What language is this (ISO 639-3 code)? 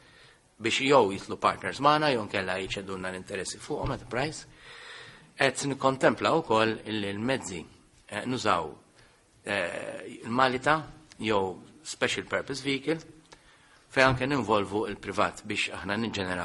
mlt